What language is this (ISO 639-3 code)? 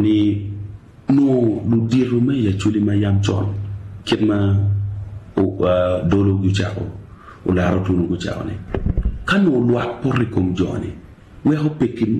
ach